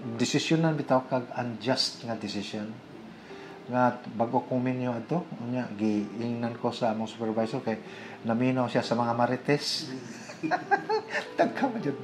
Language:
Cebuano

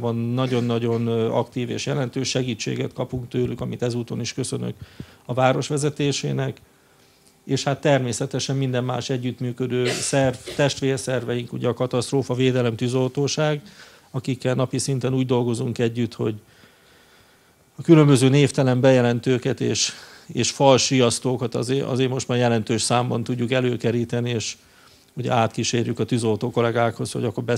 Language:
Hungarian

